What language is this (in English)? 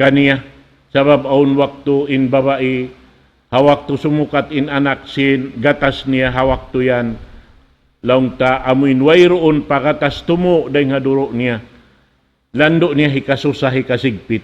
Tausug